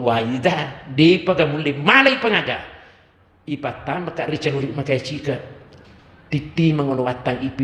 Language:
Buginese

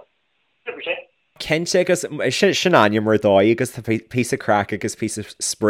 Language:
Irish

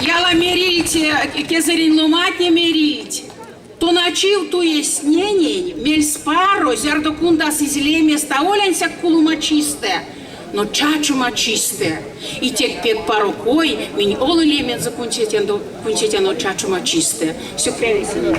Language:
Erzya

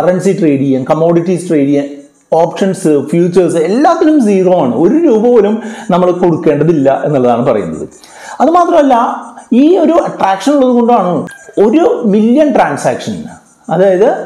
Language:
Malayalam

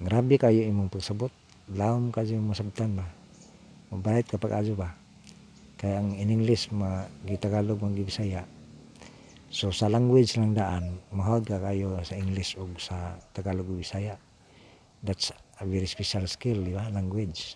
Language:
Cebuano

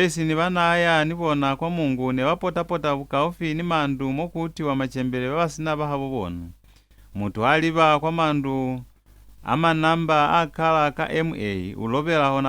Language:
Lozi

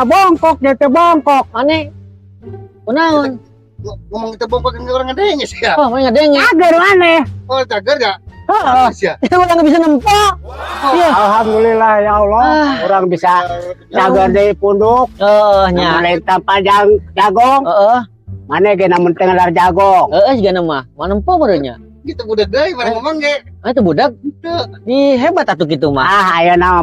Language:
Sundanese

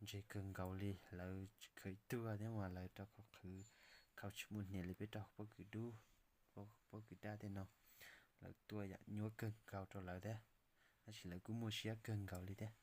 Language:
Hmong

